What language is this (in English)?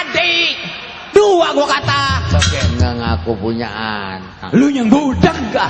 Betawi